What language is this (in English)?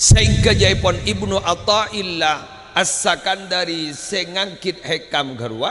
Madurese